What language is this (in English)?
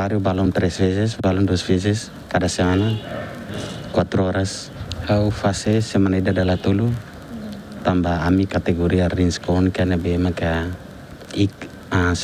Tetum